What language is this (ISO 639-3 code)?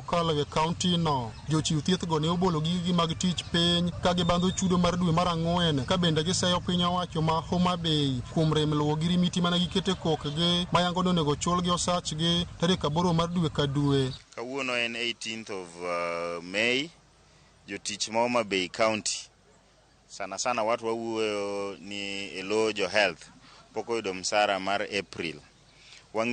luo